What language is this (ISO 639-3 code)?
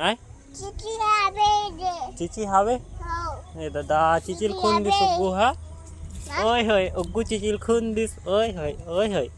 hne